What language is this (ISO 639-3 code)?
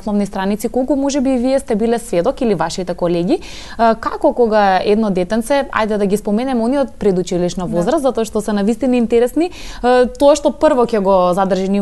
mkd